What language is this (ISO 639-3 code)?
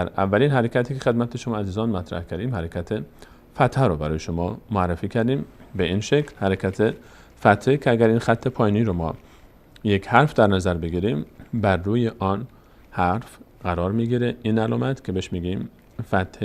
fas